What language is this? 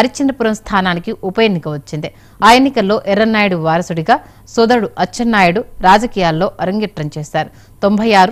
Telugu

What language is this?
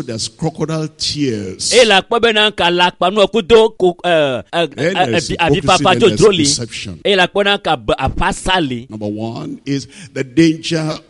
Ewe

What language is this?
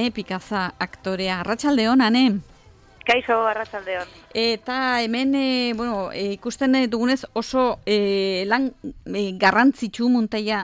Basque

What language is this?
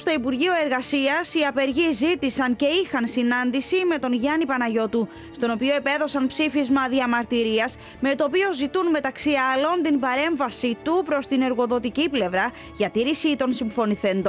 Greek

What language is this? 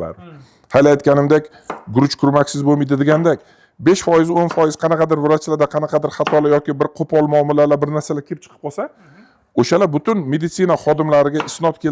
Uzbek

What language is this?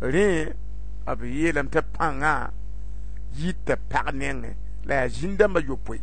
Mossi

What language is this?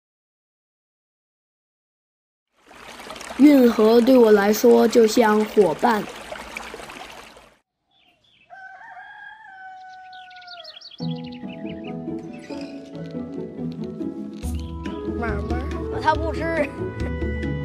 Chinese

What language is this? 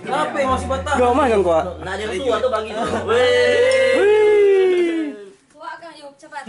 Manado Malay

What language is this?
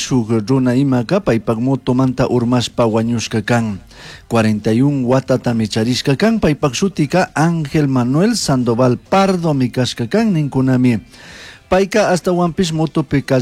Chimborazo Highland Quichua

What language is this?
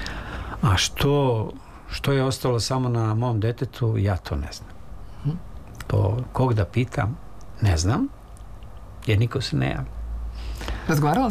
Serbian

